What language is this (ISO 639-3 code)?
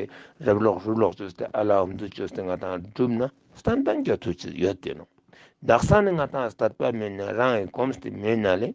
lbj